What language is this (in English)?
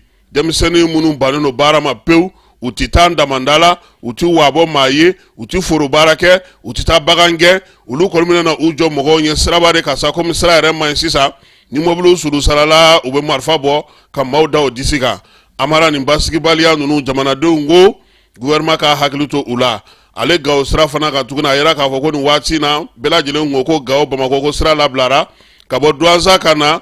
Bambara